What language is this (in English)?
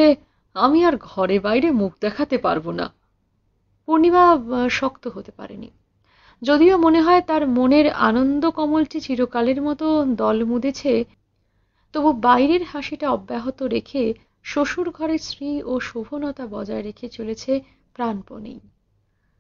Bangla